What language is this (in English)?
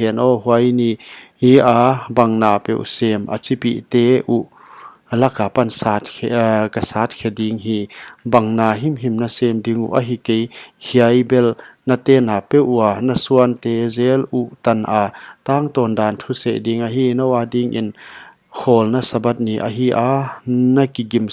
Paite Chin